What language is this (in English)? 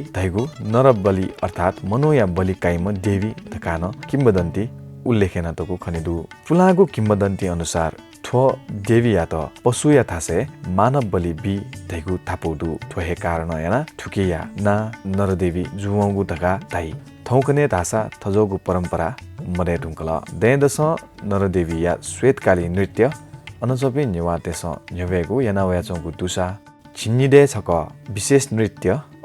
Newari